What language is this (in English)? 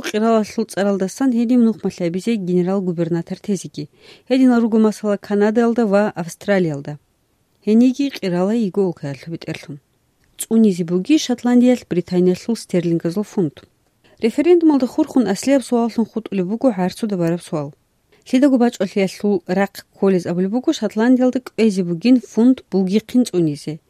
Avaric